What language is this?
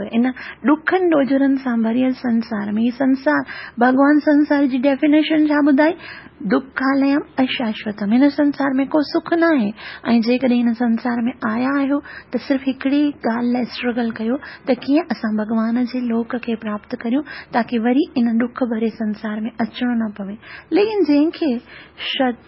Sindhi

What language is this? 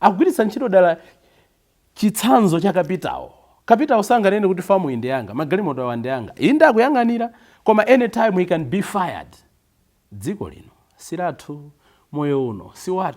Nyanja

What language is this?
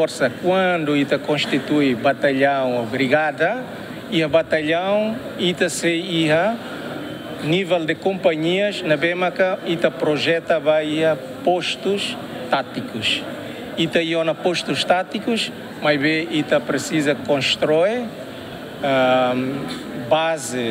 Tetum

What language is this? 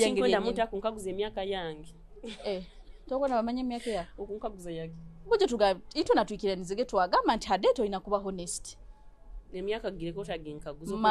Nyoro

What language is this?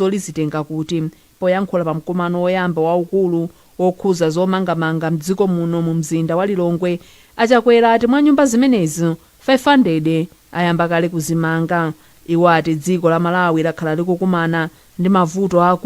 Nyanja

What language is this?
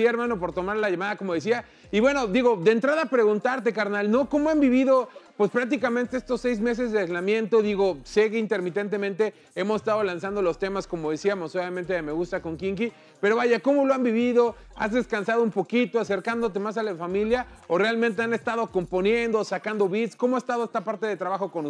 Spanish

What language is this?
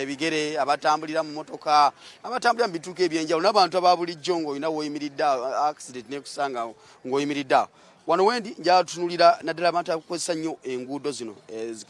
Ganda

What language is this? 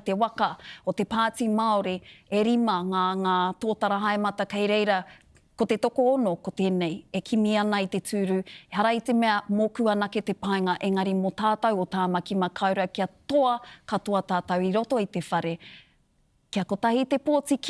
Māori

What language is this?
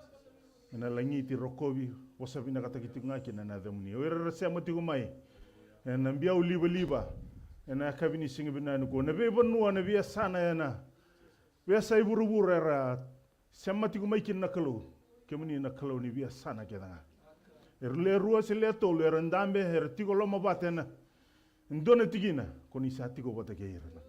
Fijian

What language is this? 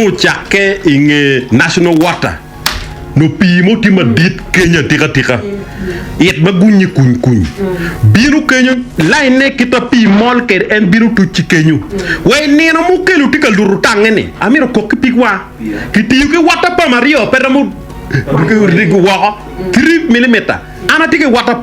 Acoli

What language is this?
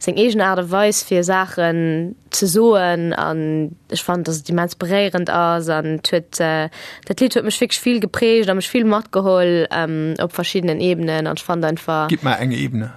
Luxembourgish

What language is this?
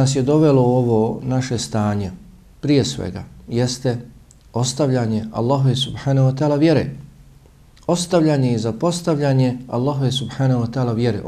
Bosnian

